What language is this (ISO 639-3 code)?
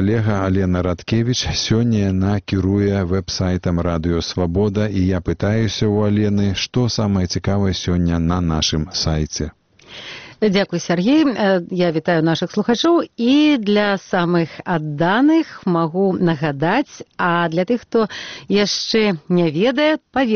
bel